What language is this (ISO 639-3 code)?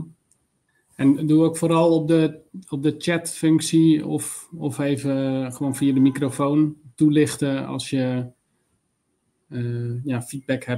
nld